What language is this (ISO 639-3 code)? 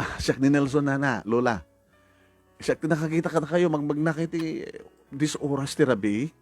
ilo